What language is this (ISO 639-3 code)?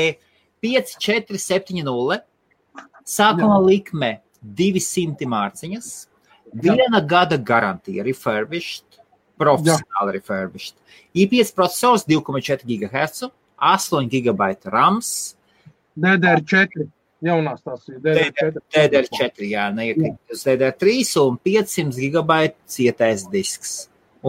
lav